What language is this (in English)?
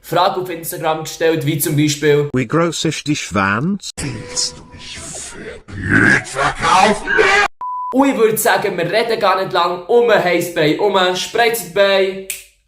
Swiss German